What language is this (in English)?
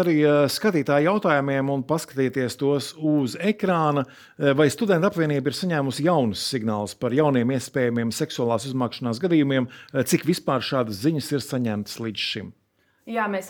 Latvian